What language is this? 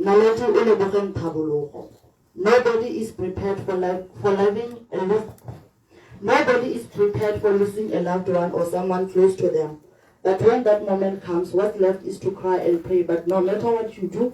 Tswana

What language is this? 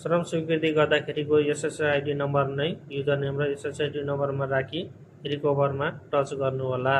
Nepali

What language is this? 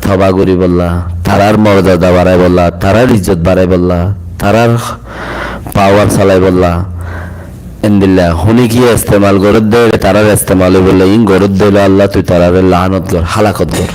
Rohingya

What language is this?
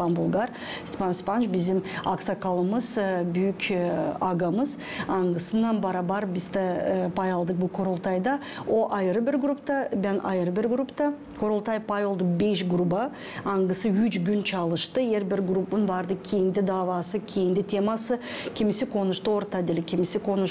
Gagauz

